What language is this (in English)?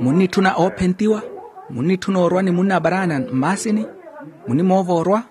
Makhuwa